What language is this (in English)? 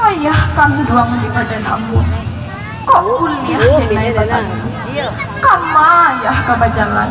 Minangkabau